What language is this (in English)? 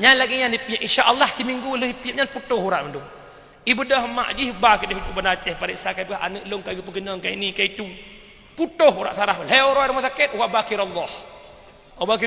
Achinese